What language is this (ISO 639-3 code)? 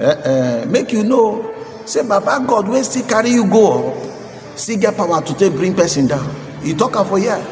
pcm